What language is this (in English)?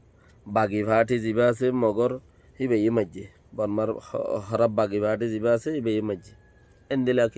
Rohingya